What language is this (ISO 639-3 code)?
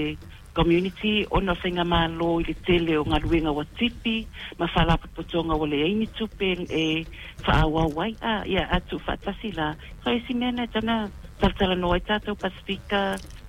smo